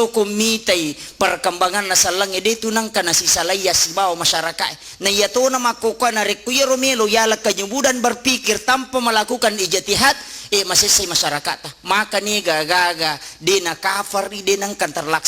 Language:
Buginese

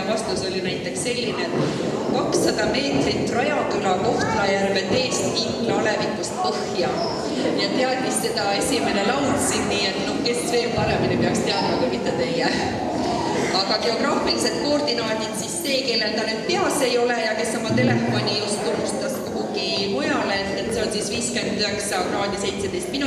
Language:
Estonian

